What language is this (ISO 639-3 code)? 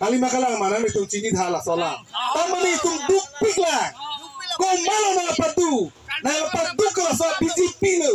mjw